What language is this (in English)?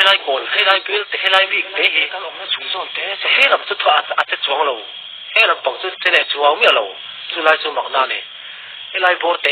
Mizo